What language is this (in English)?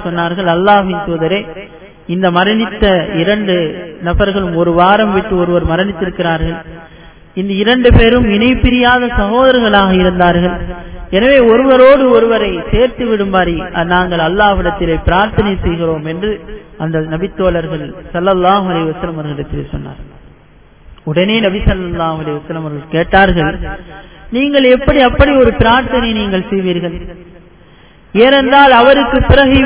Tamil